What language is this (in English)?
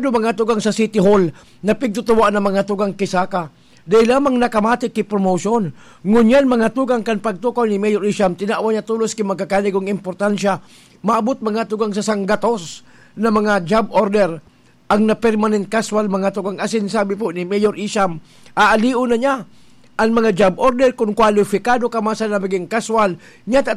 Bikol